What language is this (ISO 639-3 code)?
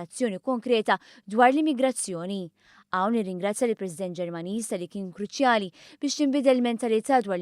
mlt